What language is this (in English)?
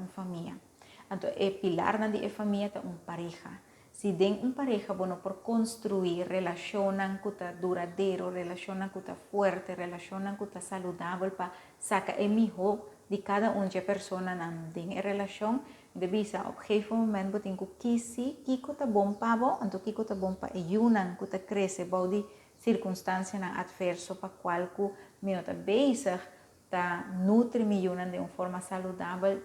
Papiamento